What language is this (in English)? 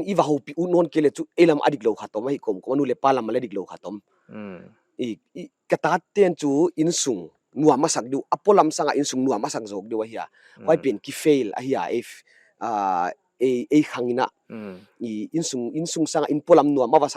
Paite Chin